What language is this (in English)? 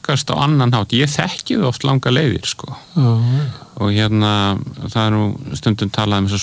Icelandic